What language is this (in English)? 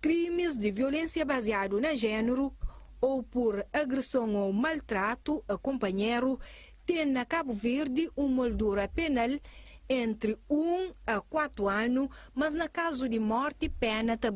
Kabuverdianu